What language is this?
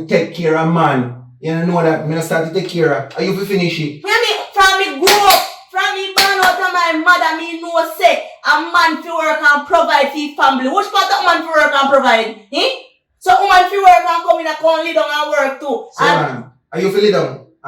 Jamaican Creole English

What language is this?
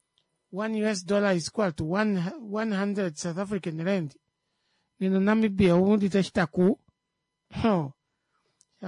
Kuanyama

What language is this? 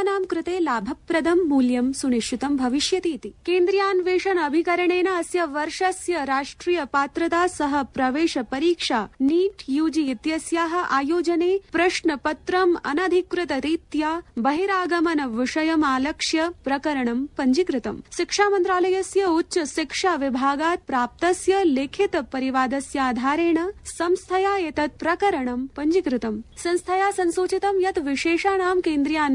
Sanskrit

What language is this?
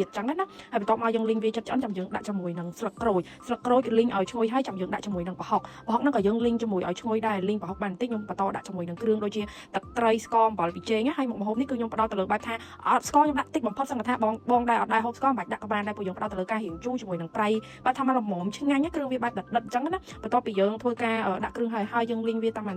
Khmer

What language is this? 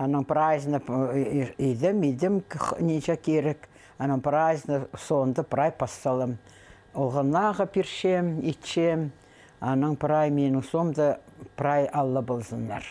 Khakas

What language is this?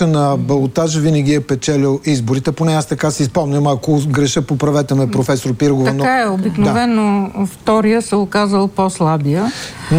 Bulgarian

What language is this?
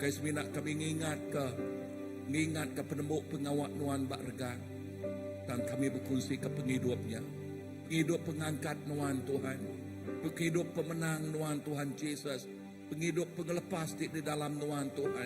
Iban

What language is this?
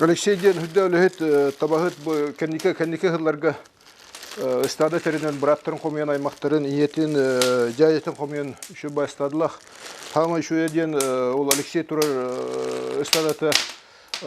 Yakut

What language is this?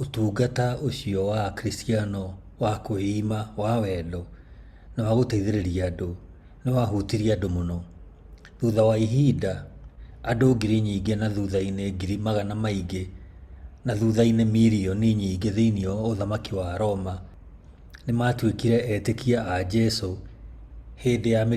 Kikuyu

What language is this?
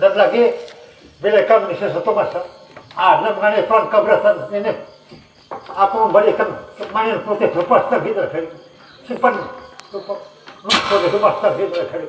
Banjar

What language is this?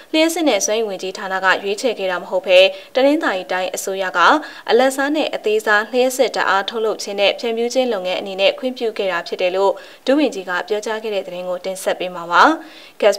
Burmese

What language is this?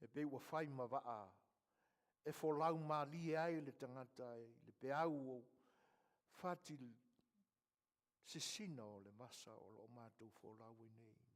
Samoan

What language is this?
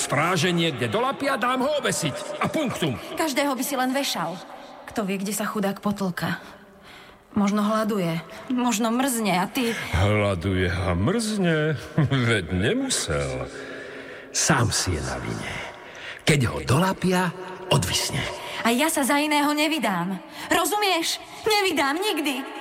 Slovak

